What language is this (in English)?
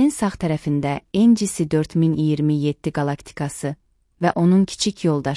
Azerbaijani